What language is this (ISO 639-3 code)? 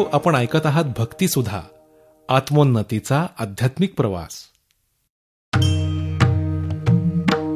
mar